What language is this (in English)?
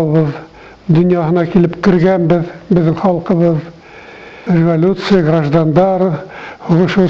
Bashkir